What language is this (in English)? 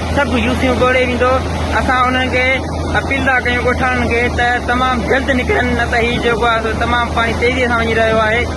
Sindhi